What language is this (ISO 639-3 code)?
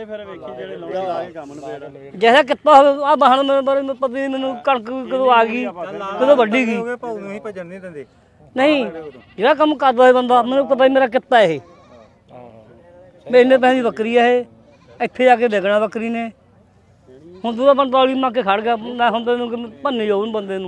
pan